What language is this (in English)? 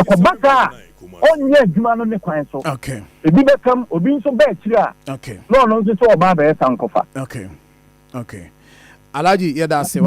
Akan